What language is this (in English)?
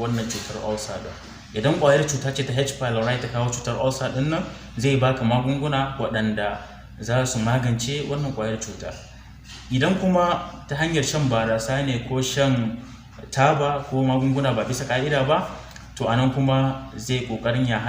Hausa